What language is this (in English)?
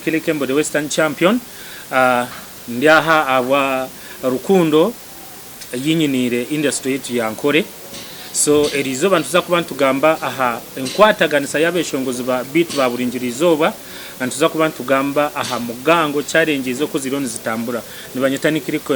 Nyankole